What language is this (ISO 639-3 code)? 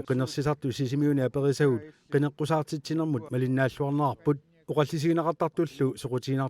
kal